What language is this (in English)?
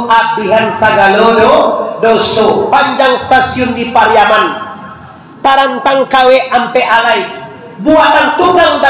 Minangkabau